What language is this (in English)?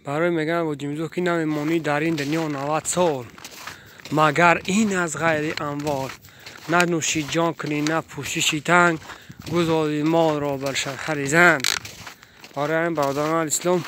Tajik